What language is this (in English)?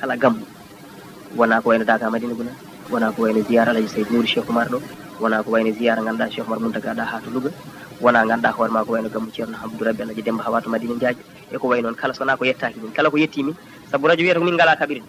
Fula